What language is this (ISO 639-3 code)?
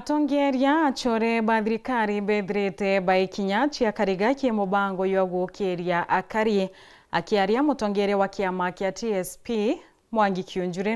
mer